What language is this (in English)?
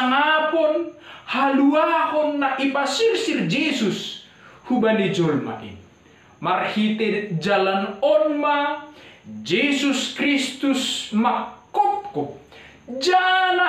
Batak Simalungun